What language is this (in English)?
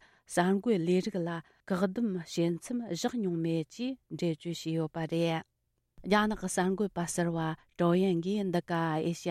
Tibetan